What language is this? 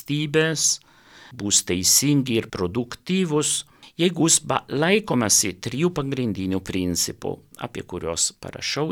Lithuanian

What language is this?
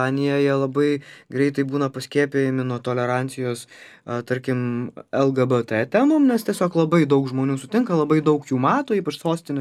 Lithuanian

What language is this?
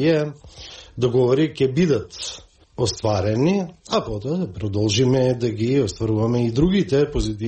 Macedonian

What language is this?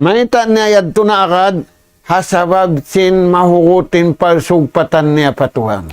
Tausug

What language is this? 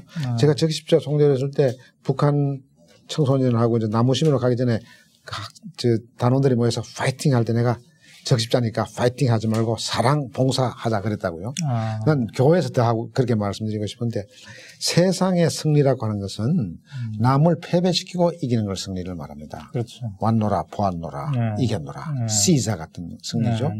Korean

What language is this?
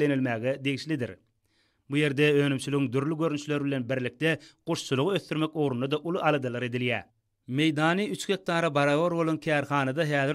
Turkmen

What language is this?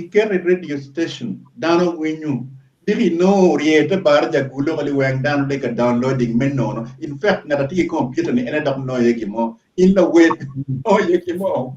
Acoli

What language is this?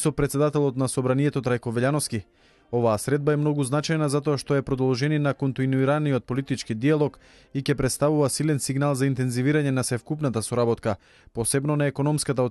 Macedonian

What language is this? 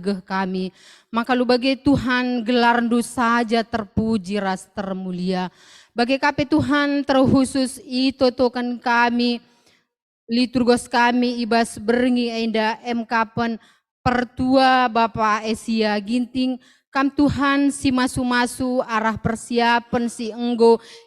Batak Karo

